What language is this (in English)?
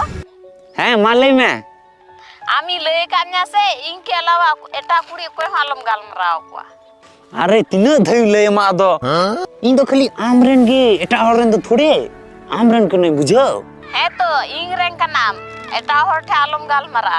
Santali